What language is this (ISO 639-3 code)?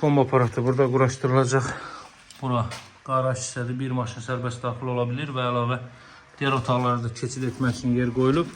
aze